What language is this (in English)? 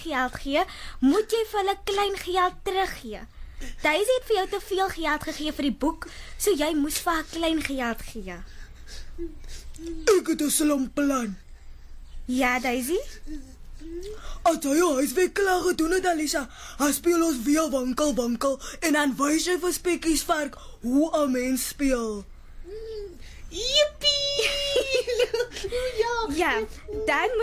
Afrikaans